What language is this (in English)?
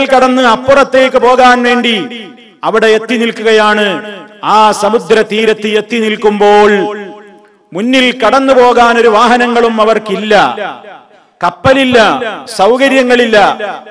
Malayalam